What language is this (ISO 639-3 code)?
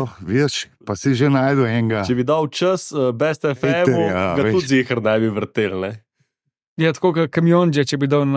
slv